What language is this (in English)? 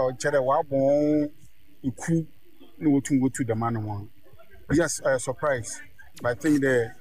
Akan